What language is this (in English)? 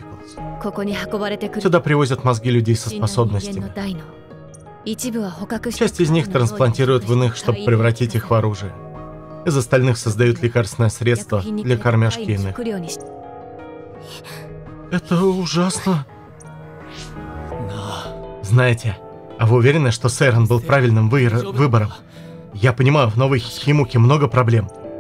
Russian